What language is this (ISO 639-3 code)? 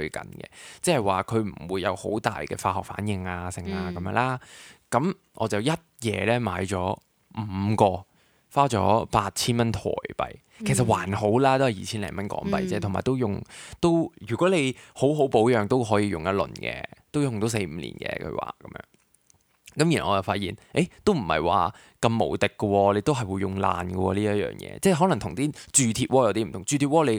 yue